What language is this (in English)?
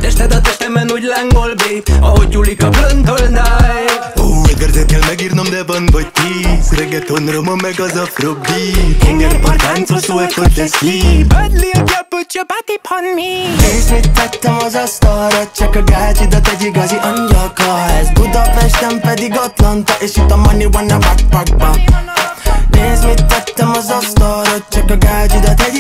Hungarian